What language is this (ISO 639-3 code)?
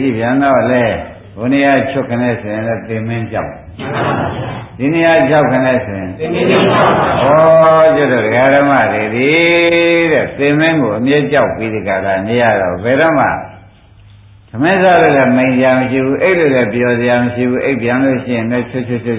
mya